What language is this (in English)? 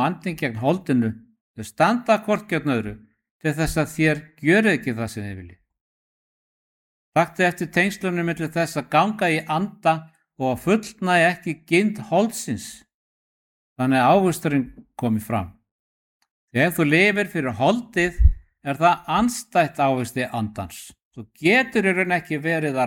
Icelandic